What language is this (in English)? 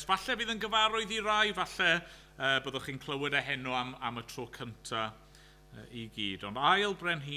Welsh